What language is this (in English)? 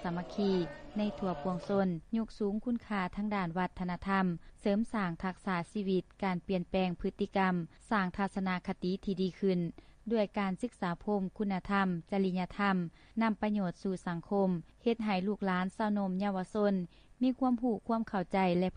Lao